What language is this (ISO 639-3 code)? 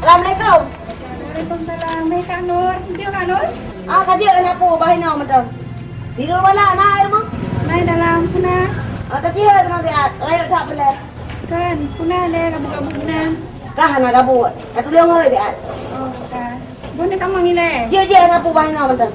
ace